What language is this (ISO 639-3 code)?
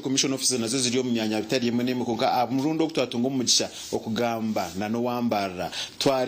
nyn